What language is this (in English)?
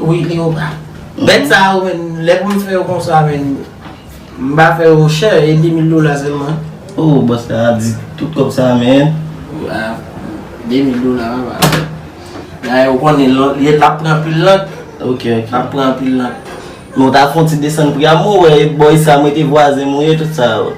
Haitian Creole